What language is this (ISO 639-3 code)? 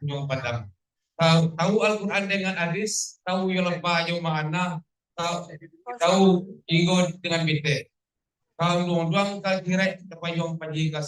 min